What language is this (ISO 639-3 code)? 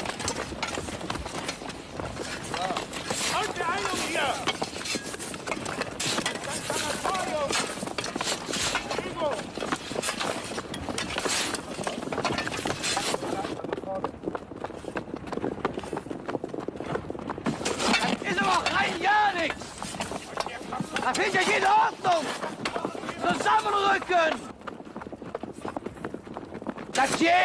deu